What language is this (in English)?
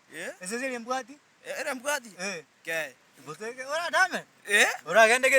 Gusii